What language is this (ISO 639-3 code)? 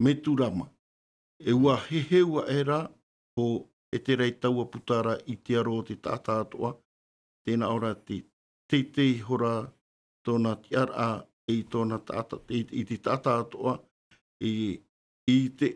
tah